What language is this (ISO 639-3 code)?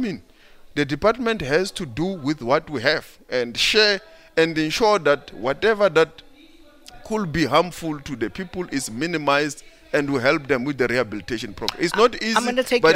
eng